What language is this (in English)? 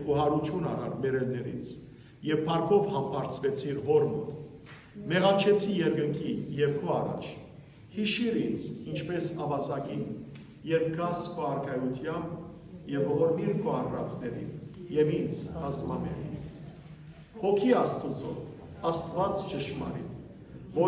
Western Armenian